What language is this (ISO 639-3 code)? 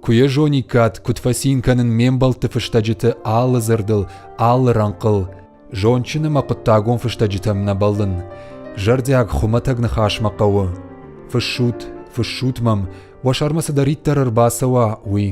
oss